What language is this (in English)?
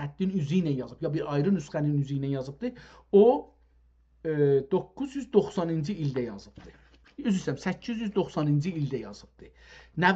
South Azerbaijani